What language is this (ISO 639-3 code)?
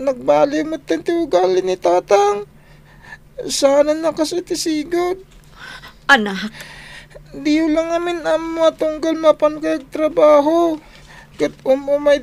ilo